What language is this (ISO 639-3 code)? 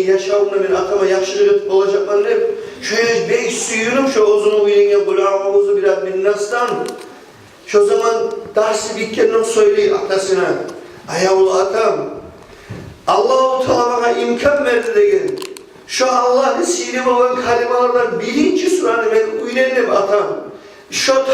kum